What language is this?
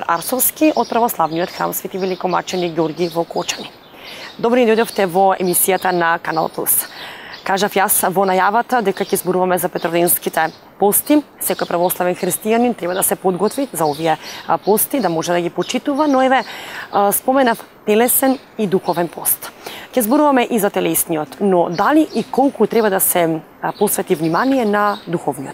Macedonian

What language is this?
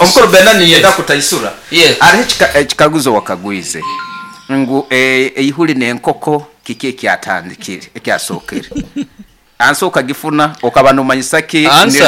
Nyankole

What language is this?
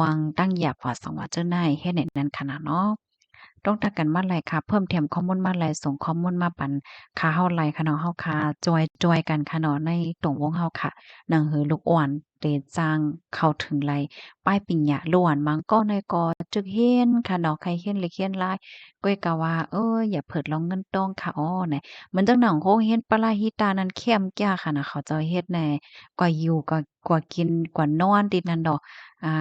Shan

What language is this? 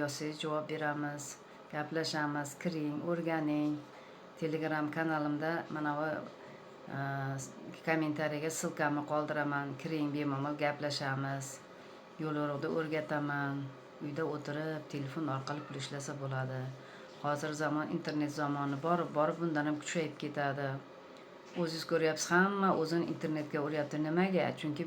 Uzbek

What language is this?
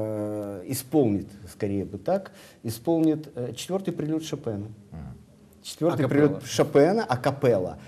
Russian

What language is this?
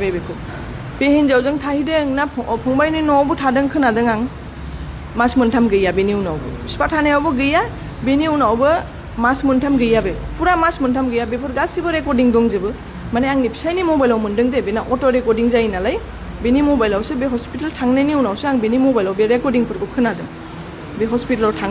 Bodo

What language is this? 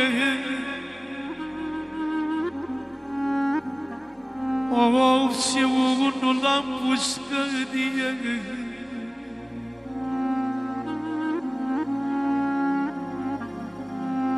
Romanian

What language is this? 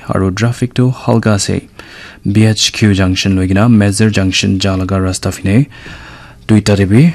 Naga Pidgin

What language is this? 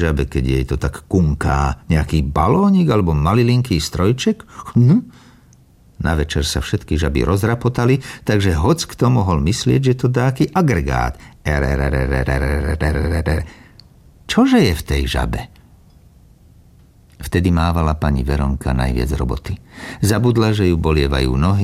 Slovak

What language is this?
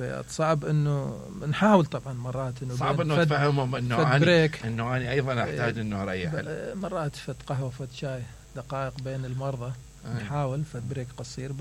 Mesopotamian Arabic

